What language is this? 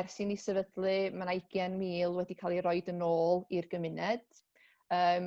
Welsh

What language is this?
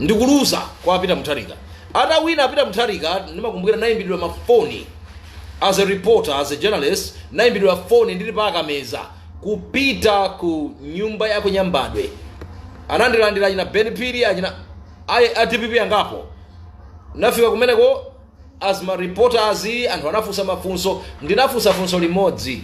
Nyanja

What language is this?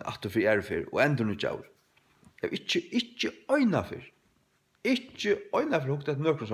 Faroese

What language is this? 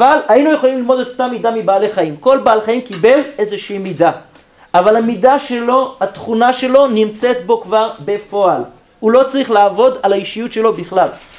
Hebrew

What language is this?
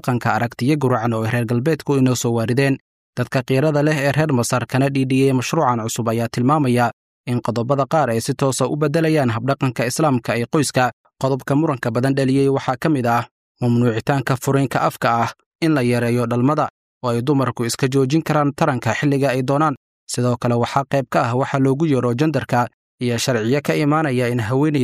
Somali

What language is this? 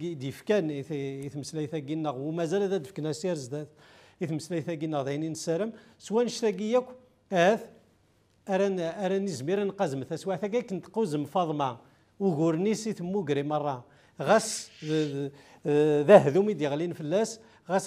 Kabyle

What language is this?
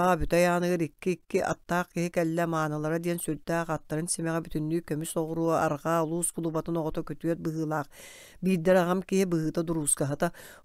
Yakut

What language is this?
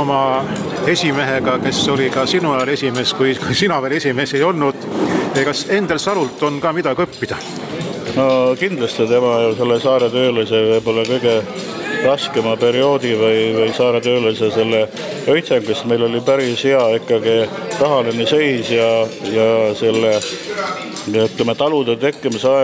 Estonian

